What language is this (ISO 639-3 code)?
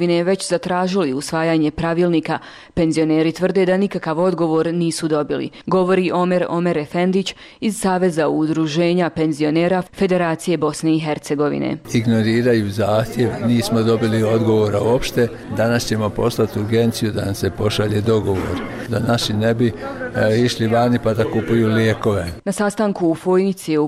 hrv